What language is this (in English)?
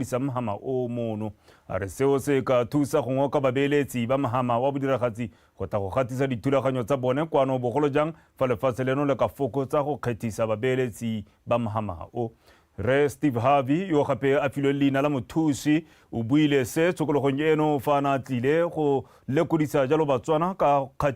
Tswana